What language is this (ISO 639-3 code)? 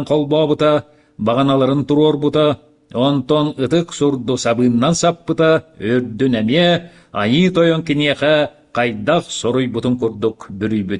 sah